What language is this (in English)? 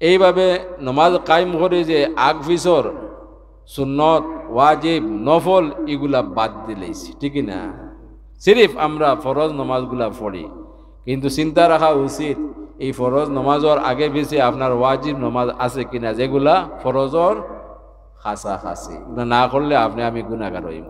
Sylheti